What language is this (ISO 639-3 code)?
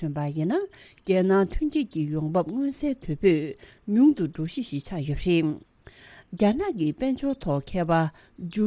bod